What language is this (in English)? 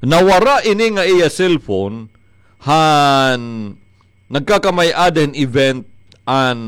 Waray